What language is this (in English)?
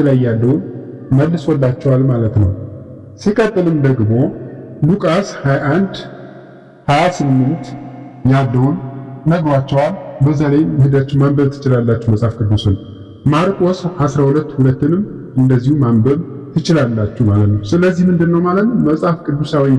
Amharic